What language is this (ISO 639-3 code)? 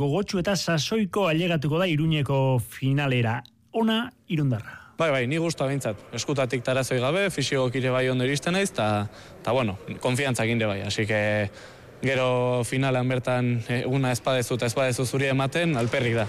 eus